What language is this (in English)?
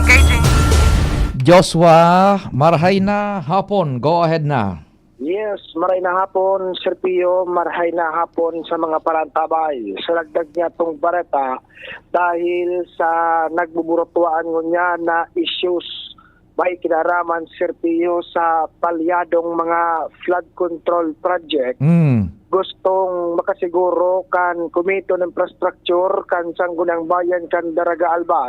Bikol